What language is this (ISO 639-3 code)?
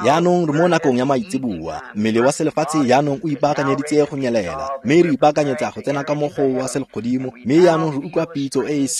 tsn